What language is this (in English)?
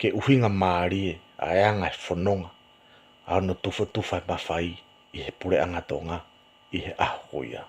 Tongan